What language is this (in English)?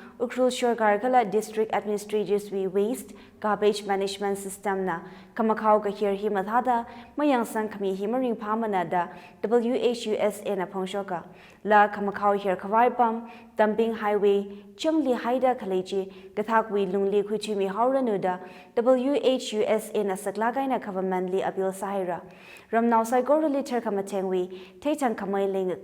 Tangkhul Naga (India)